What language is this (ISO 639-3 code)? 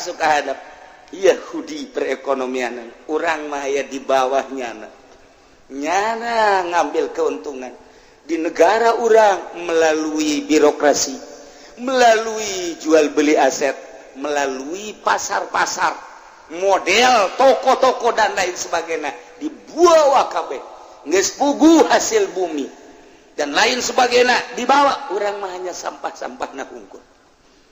sun